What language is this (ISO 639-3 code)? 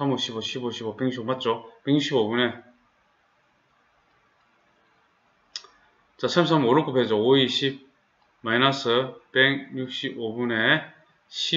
kor